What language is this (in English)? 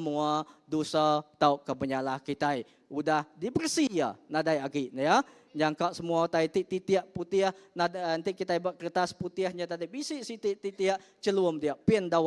Iban